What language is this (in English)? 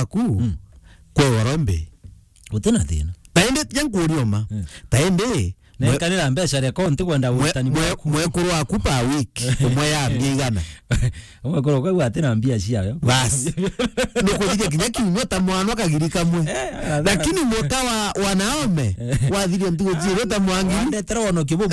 Meru